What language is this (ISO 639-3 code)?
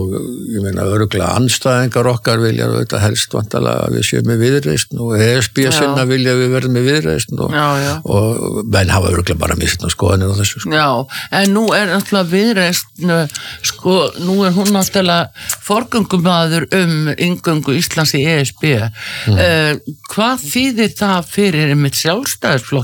isl